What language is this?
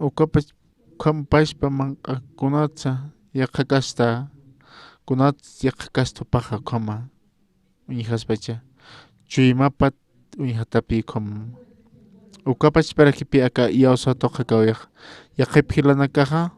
Aymara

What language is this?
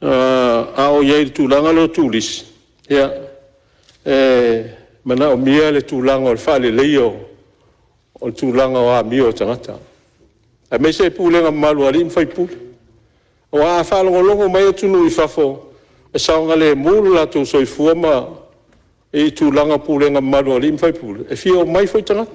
Samoan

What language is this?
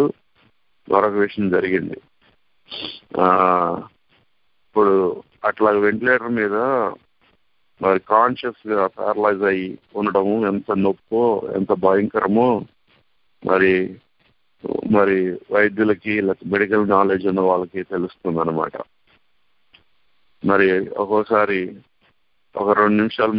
Telugu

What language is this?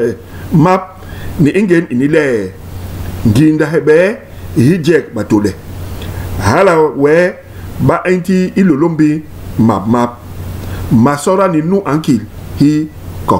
Basaa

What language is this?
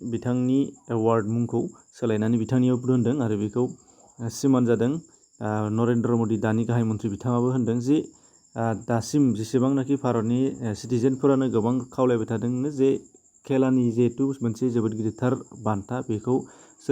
Bodo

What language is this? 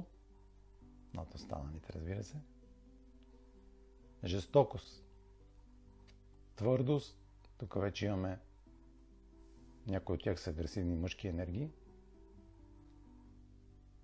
Bulgarian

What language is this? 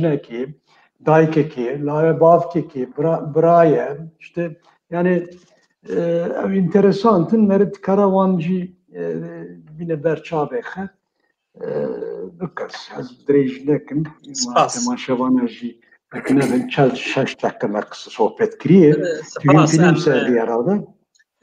Kurdish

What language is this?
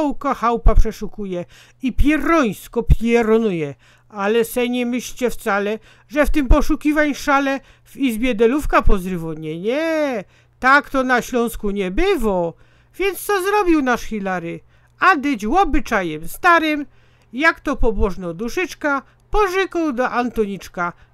Silesian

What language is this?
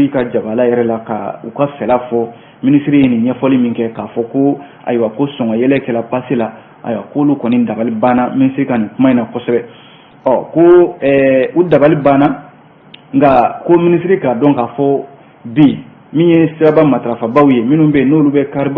Bambara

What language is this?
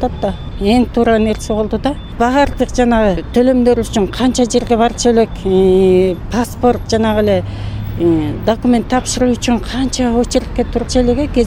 Kyrgyz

